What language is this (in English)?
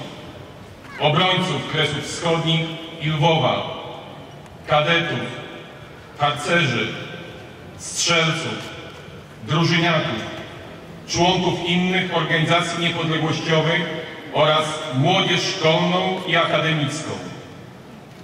Polish